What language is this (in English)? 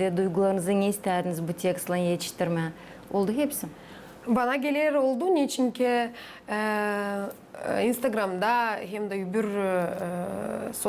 Gagauz